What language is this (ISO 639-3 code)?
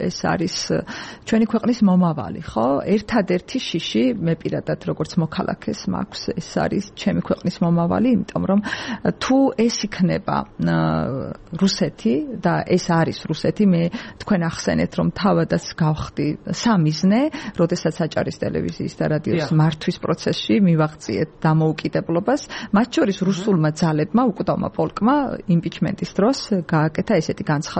kat